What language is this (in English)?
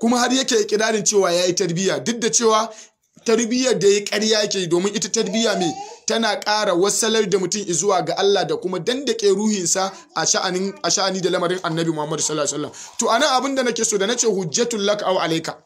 Hausa